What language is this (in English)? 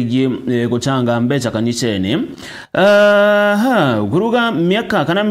Meru